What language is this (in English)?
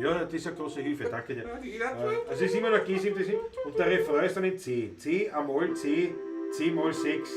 Bavarian